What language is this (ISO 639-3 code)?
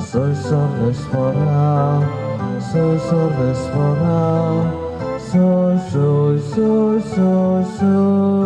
kok